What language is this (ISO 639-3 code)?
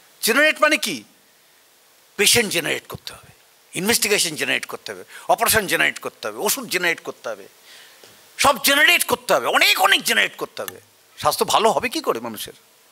ben